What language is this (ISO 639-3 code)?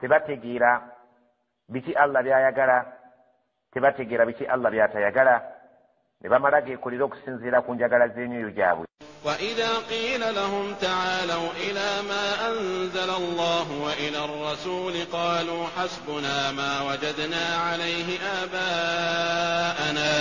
lug